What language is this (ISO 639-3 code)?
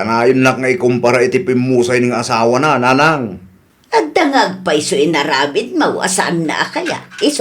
ilo